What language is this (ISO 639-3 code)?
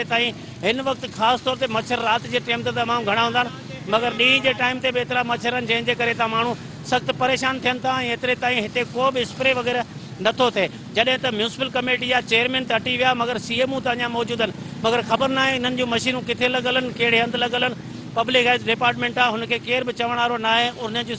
snd